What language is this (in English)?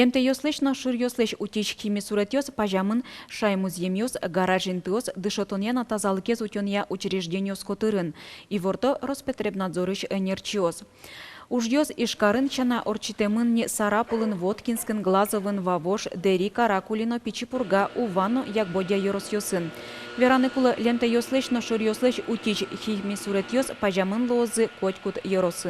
Udmurt